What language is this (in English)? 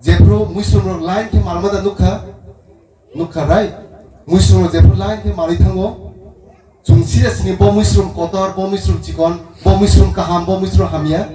Kok Borok